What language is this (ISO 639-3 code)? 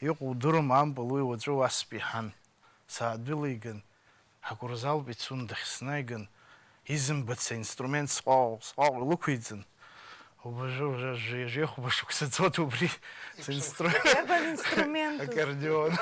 abk